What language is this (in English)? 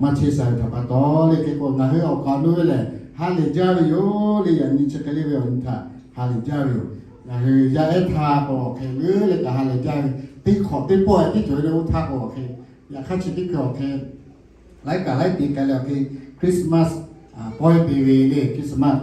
Lahu